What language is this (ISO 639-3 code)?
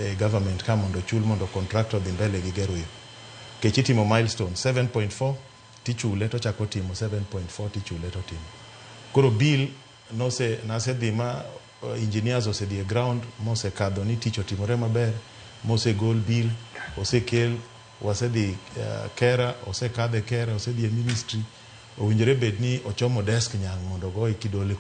luo